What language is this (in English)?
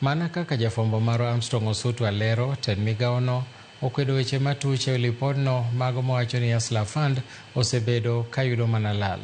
Luo (Kenya and Tanzania)